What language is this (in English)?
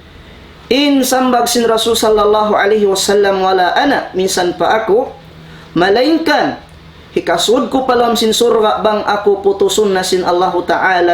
Tausug